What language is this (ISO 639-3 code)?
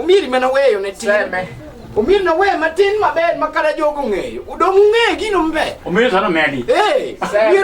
luo